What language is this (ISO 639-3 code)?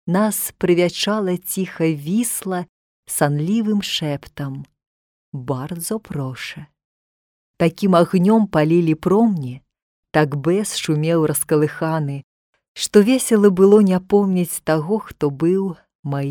bel